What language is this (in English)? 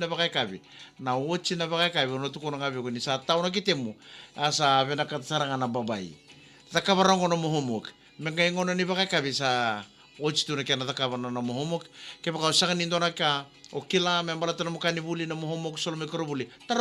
Fijian